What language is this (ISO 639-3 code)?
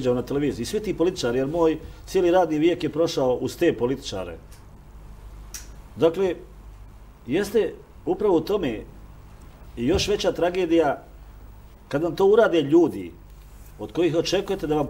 srp